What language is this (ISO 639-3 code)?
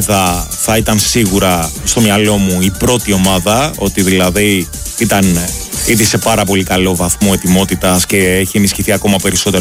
ell